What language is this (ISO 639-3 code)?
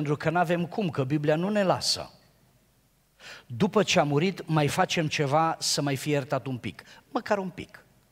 ron